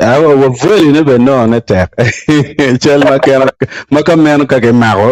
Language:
Acoli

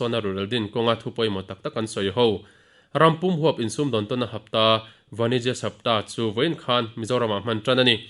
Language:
Mizo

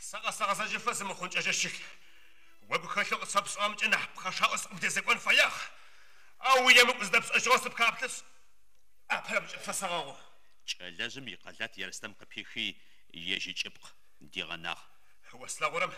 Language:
Adyghe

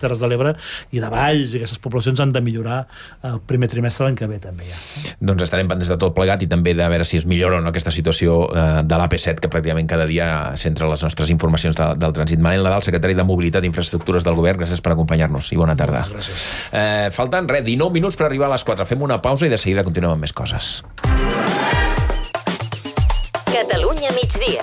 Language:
Catalan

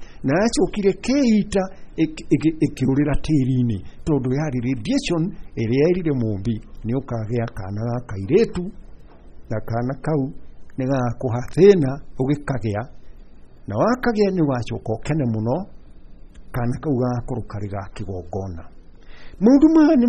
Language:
Kikuyu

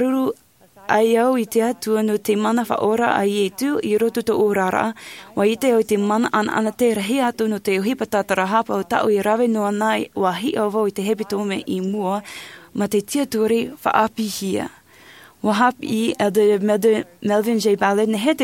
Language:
Tahitian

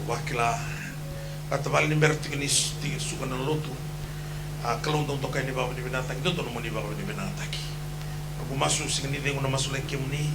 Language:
Fijian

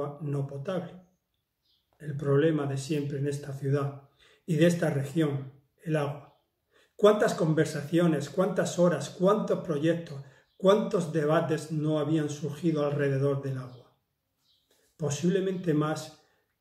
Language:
Spanish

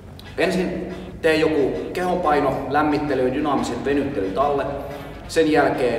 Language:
Finnish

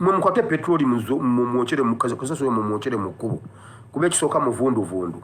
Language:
Ganda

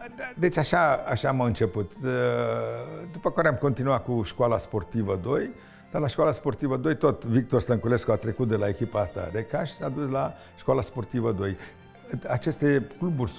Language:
Romanian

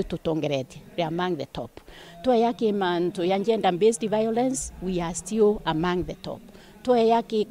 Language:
Meru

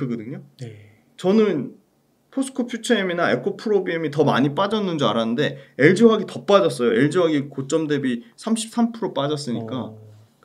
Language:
Korean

